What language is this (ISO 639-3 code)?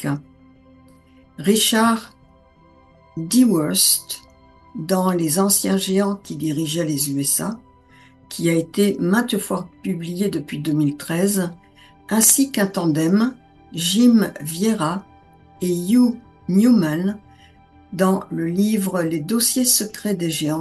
fra